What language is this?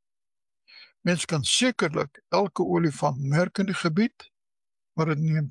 Afrikaans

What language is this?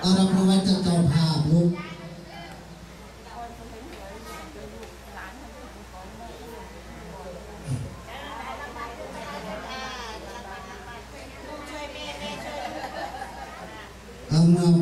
Thai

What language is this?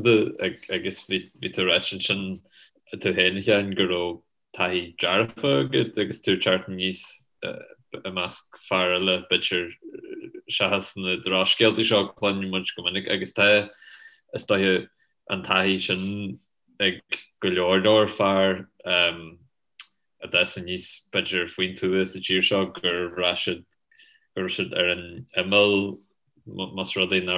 Irish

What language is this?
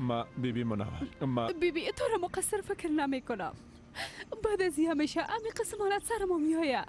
Persian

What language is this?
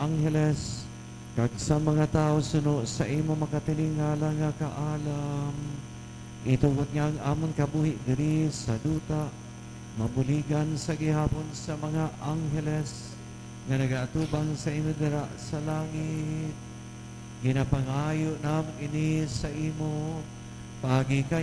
Hiligaynon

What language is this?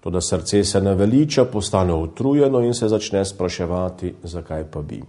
Slovenian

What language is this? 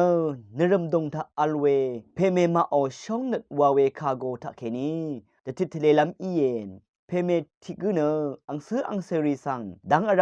Rawang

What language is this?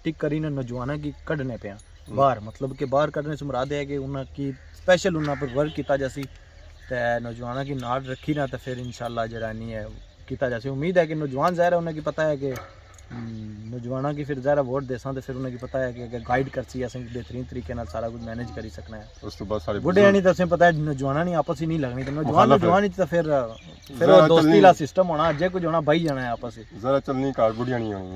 Pahari-Potwari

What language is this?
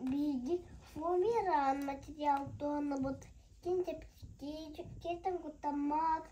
Yakut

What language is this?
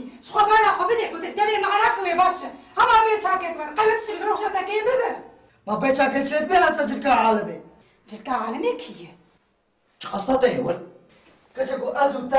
Kurdish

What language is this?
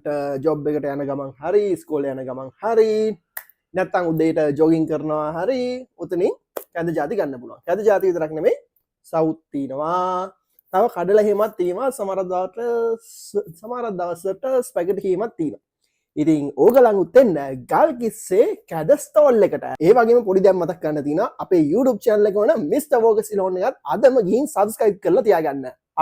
Sinhala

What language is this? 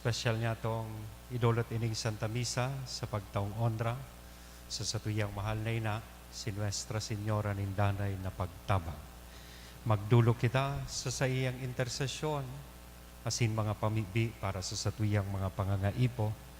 Bikol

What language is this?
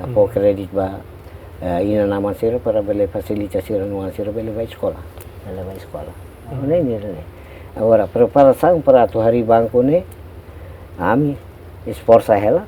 Tetum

